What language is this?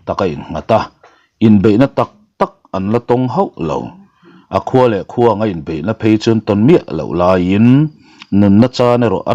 Mizo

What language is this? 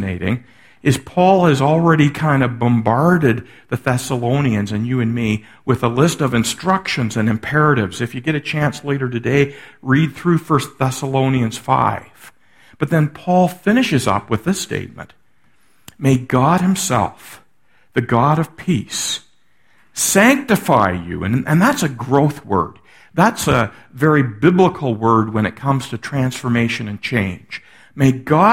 English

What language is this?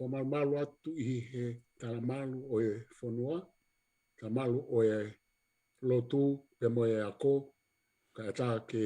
Tongan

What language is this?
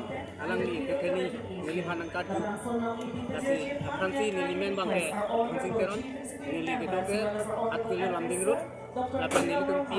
Karbi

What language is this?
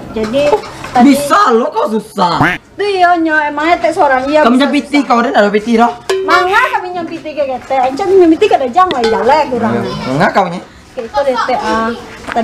Minangkabau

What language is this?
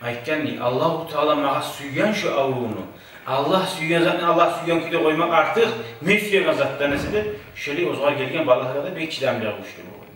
Kumyk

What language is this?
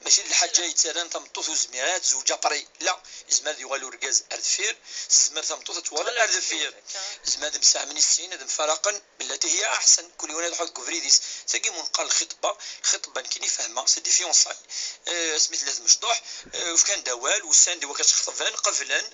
Kabyle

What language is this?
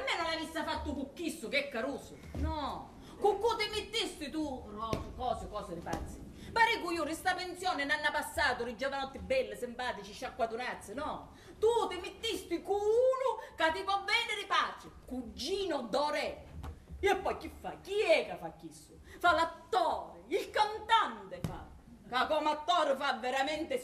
Sicilian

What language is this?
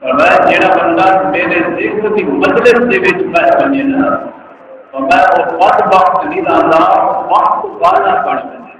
Saraiki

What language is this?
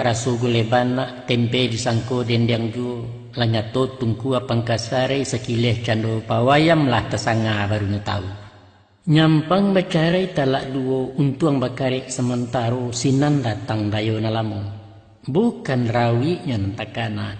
Minangkabau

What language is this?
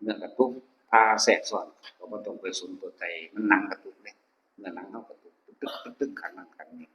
Northeastern Thai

